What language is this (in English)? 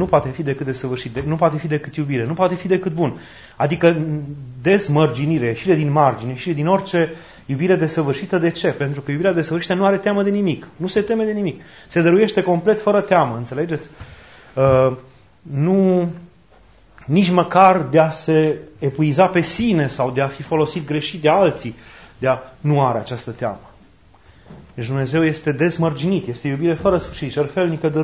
Romanian